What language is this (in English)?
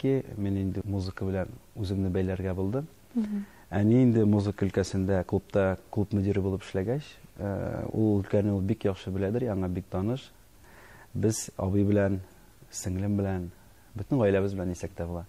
Tatar